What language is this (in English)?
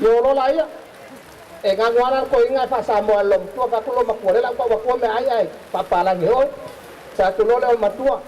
Samoan